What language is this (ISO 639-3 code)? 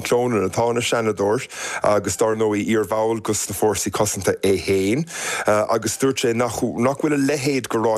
gle